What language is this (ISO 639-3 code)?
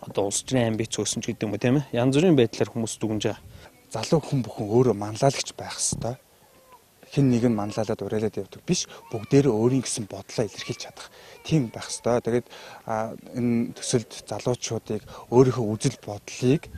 mon